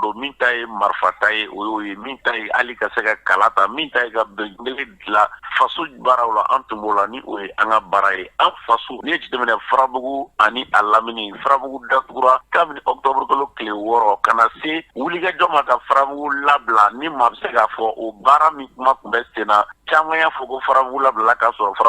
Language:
Bambara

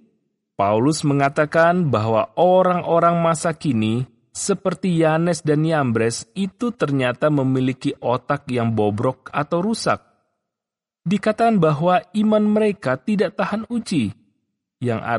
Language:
Indonesian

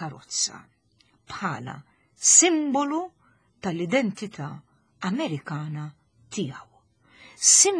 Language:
Maltese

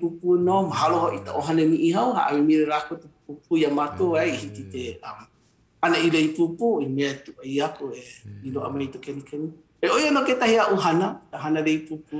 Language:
Hawaiian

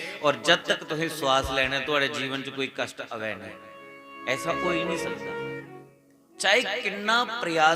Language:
Dogri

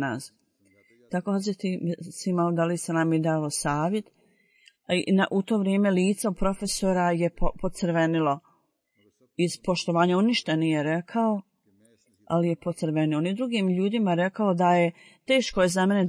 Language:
Bosnian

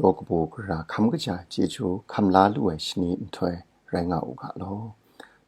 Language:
Kachin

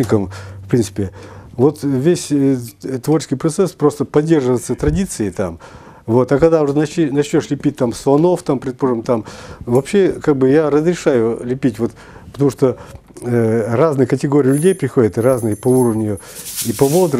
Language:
Russian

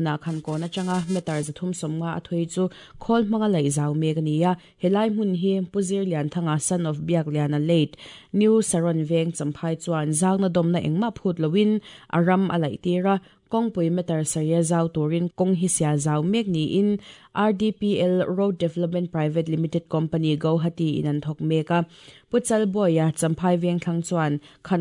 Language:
Mizo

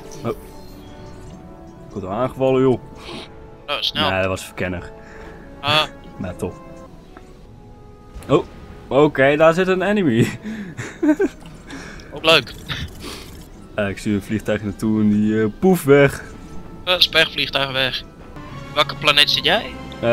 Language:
Dutch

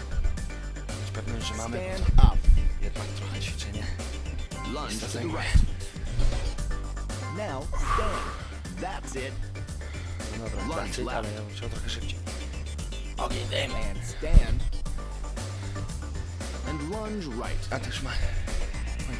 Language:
Polish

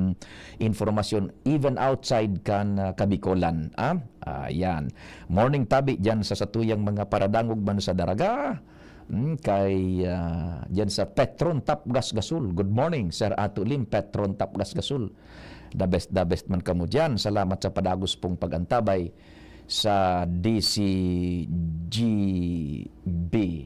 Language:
Bikol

